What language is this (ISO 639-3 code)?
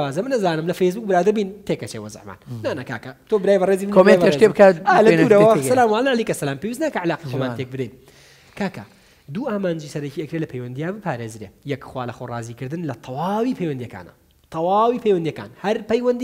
ckb